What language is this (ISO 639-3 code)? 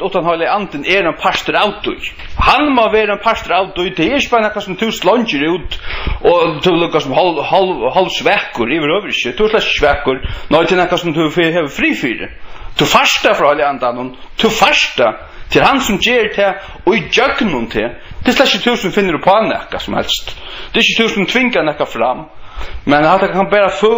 fao